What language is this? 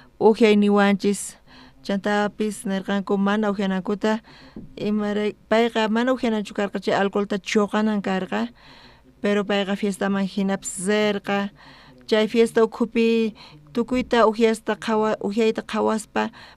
South Bolivian Quechua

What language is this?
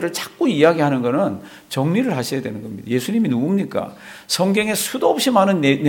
Korean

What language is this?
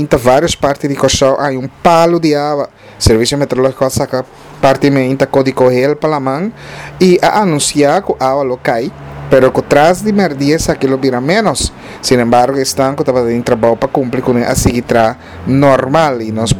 Papiamento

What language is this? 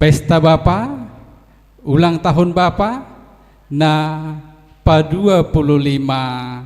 Batak Simalungun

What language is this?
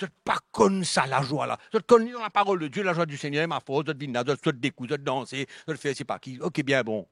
Morisyen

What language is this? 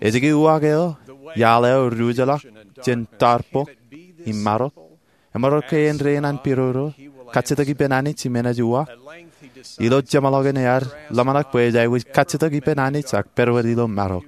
Marshallese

